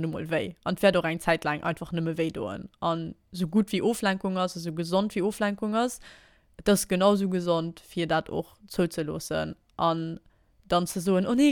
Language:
Luxembourgish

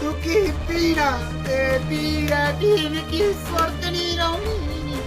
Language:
Dogri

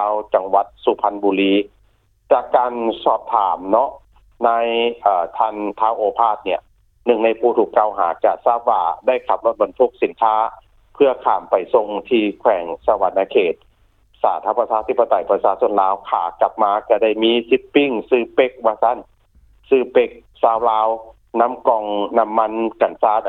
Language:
Lao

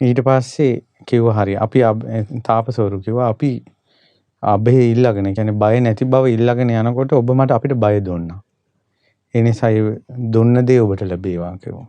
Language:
Sinhala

